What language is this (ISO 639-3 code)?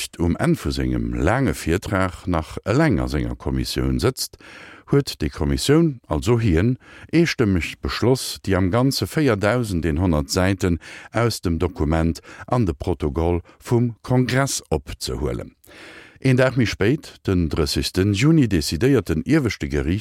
ltz